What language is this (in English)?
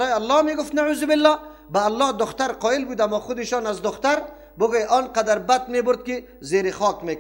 Persian